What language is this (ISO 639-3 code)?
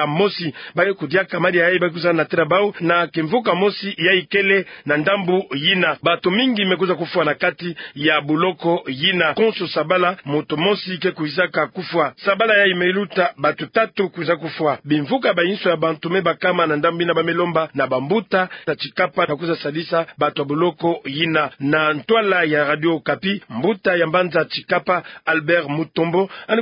ktu